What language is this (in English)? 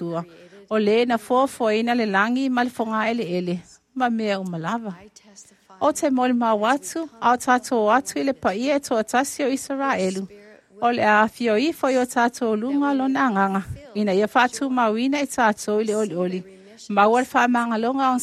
Samoan